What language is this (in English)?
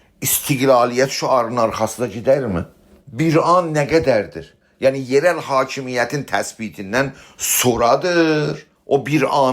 South Azerbaijani